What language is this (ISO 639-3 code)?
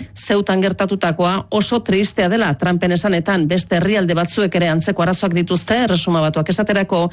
eus